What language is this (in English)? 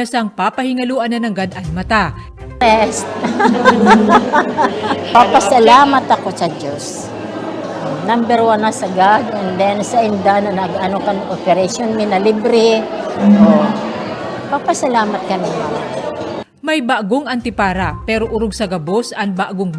Bikol